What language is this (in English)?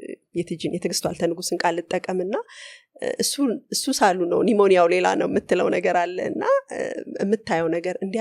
Amharic